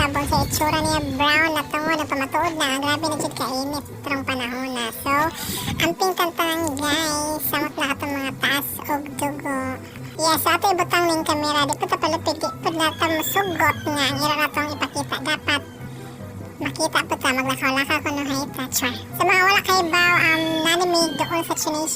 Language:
Cebuano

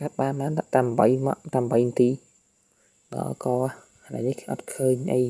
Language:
Khmer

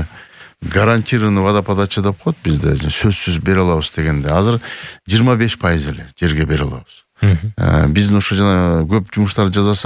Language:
Kyrgyz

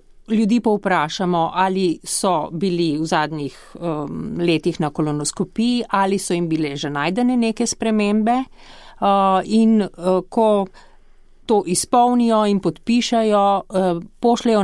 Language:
Slovenian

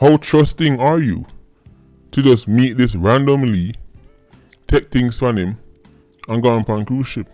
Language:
Jamaican Creole English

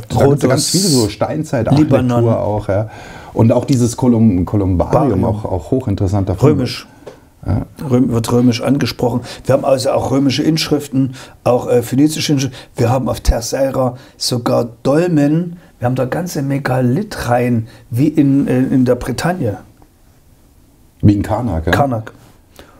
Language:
German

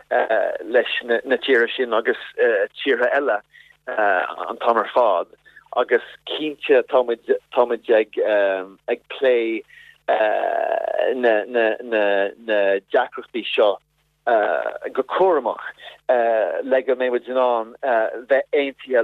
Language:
Irish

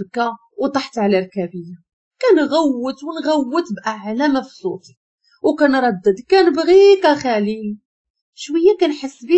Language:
Moroccan Arabic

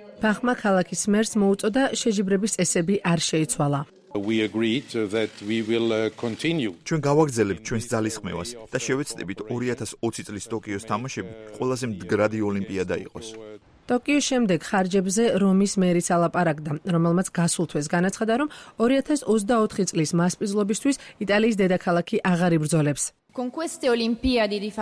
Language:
Georgian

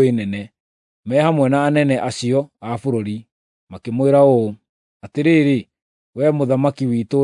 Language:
Kikuyu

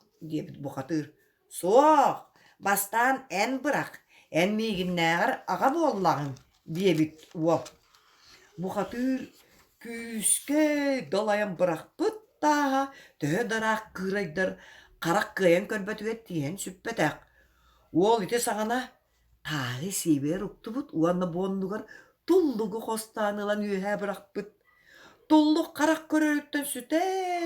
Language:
Yakut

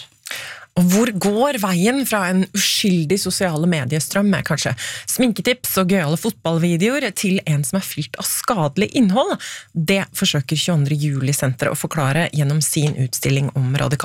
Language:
Norwegian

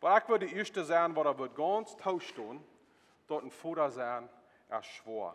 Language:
Plautdietsch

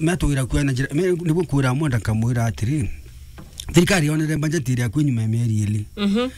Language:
Meru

